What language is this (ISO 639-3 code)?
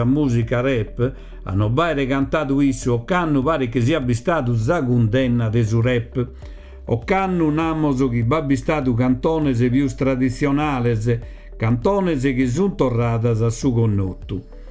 srd